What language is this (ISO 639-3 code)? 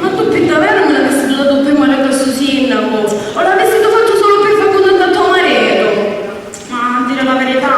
scn